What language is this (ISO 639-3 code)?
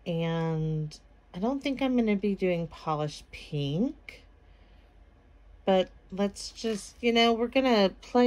eng